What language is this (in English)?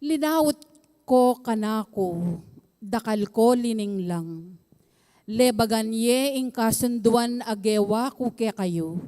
Pampanga